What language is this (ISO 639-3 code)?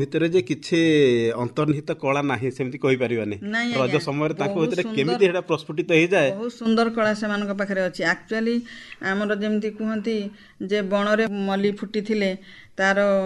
ori